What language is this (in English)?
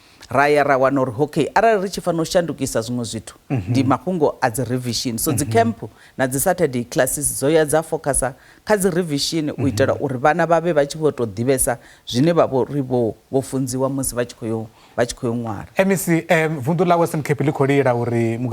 Venda